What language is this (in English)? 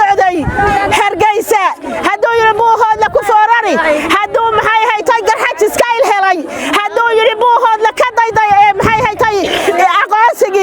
Somali